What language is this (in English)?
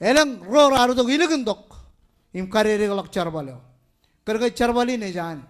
Marshallese